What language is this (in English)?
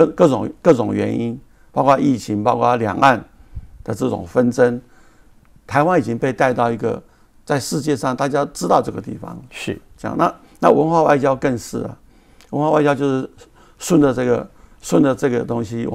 Chinese